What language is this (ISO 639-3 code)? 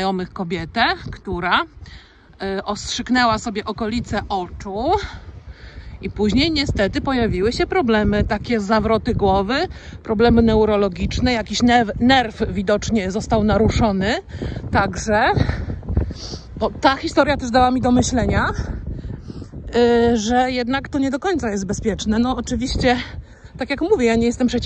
pol